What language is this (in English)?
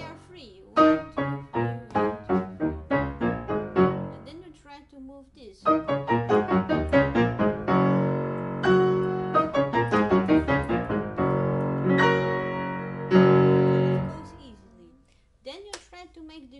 English